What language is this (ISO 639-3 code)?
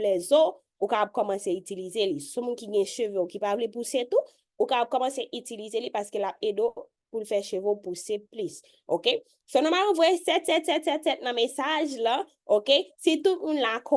hat